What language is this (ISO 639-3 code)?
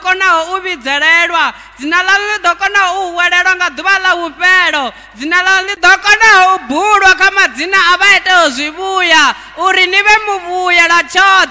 ven